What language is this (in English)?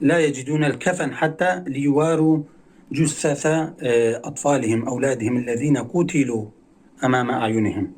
Kurdish